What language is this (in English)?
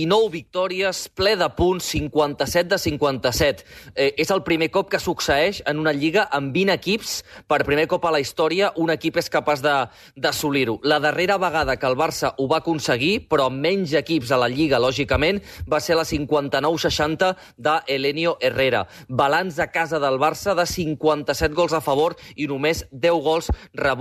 Catalan